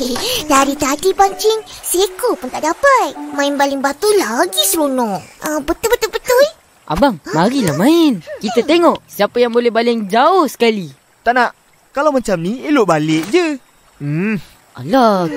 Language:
Malay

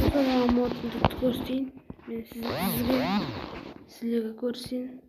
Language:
Kara-Kalpak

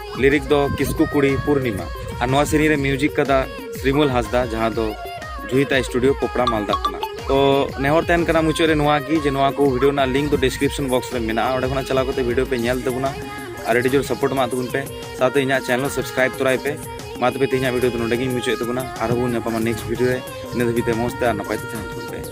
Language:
Santali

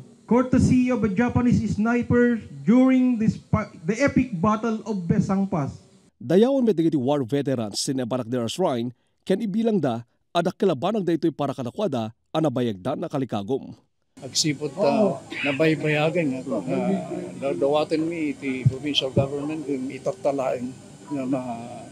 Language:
Iloko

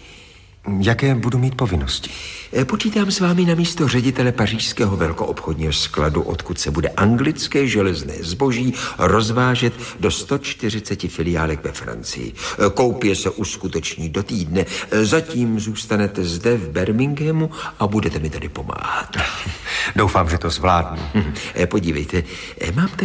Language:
Czech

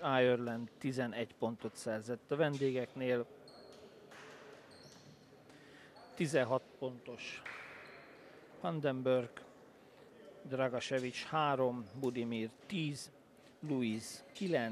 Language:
Hungarian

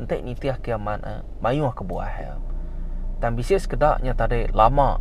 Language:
Iban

